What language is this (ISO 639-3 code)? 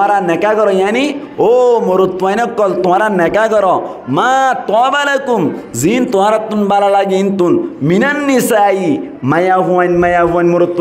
rhg